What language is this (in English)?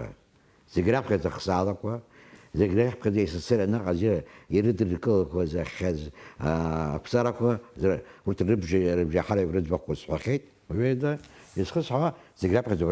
Abkhazian